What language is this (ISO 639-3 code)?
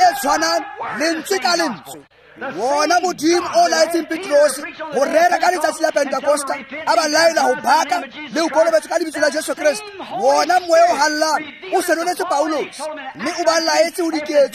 tsn